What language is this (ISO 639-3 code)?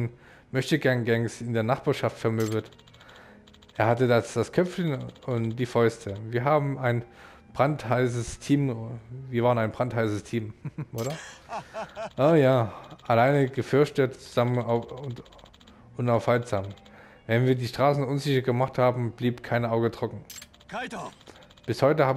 deu